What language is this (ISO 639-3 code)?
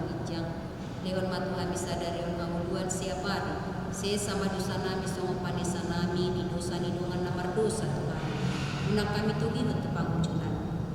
bbc